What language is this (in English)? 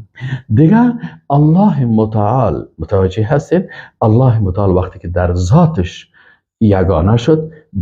Persian